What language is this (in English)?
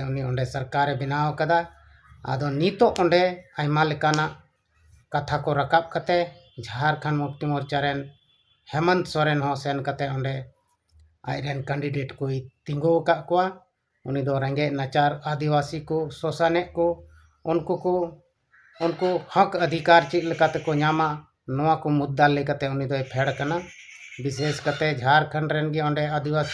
Santali